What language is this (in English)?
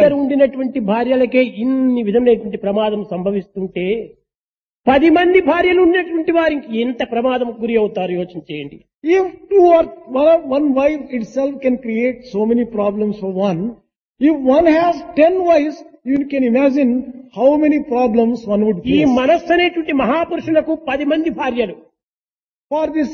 Telugu